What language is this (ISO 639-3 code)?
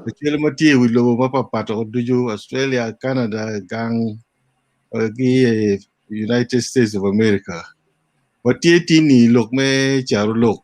ach